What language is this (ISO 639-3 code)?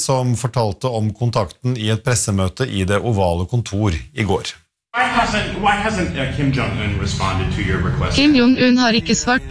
nor